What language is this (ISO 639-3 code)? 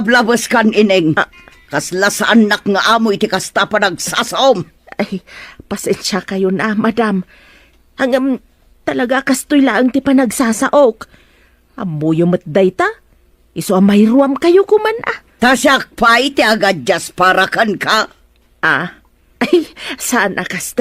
ilo